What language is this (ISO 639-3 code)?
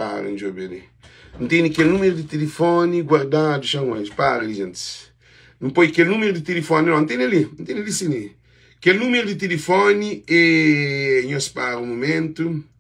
kea